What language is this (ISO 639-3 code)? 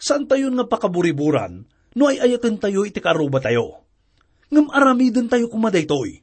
ilo